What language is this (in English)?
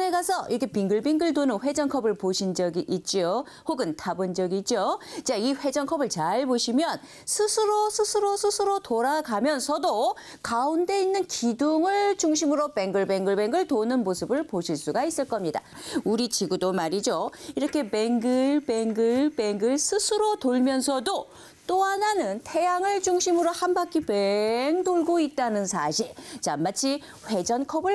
Korean